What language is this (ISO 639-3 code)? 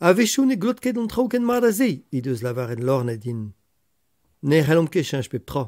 bre